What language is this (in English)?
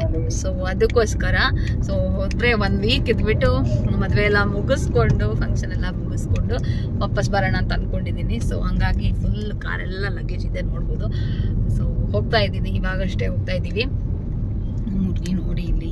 Kannada